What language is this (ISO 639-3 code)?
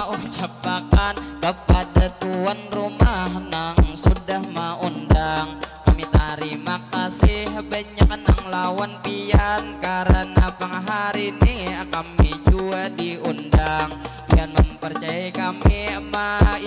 bjn